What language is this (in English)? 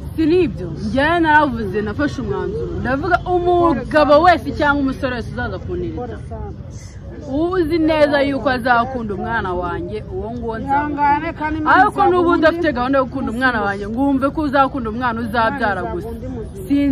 Kinyarwanda